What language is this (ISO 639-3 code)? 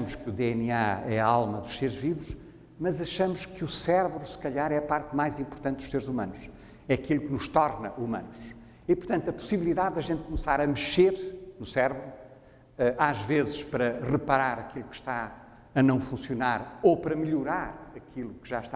por